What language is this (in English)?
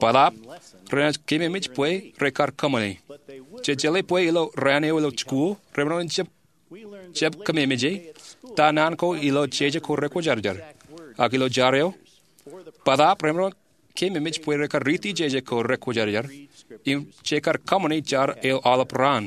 Marshallese